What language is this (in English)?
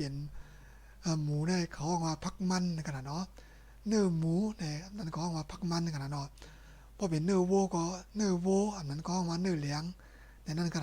Shan